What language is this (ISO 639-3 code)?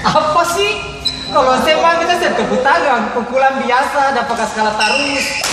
abs